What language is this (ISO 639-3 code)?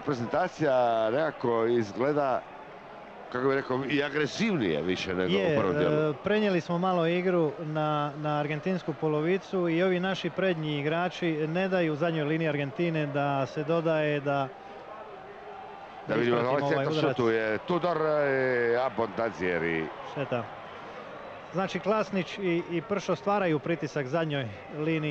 hrv